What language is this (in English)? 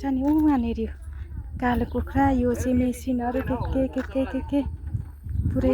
Nepali